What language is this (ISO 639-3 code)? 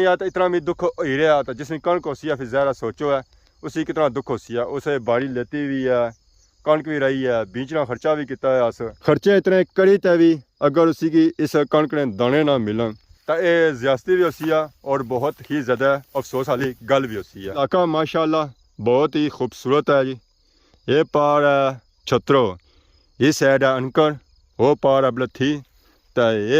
phr